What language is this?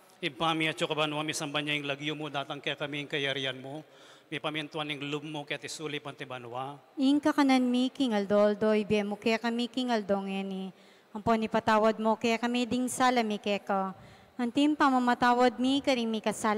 Pampanga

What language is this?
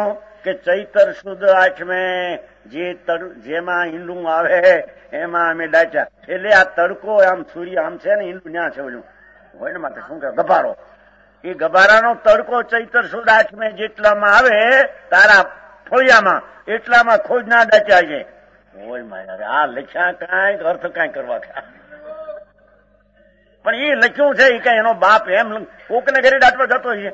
Gujarati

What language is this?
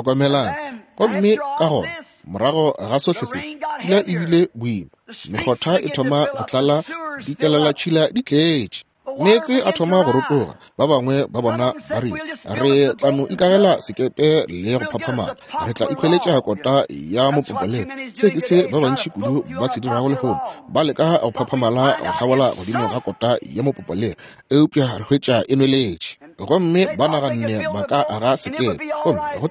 Northern Sotho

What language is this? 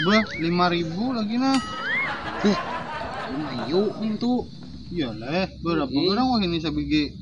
Banjar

